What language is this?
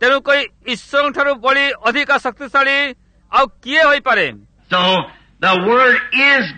Odia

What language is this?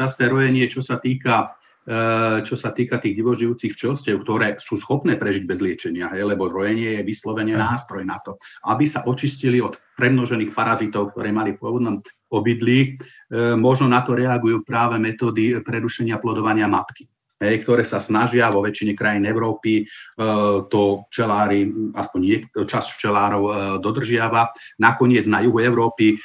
Slovak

